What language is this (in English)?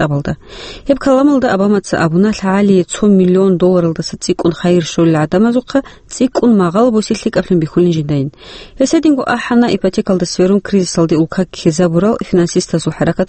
Avaric